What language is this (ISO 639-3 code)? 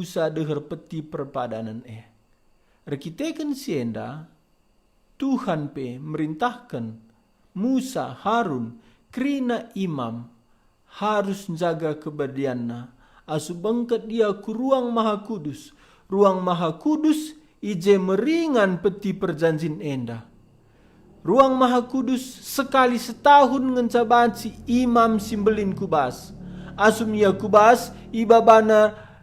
btx